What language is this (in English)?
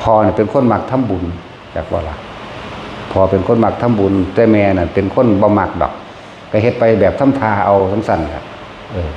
Northeastern Thai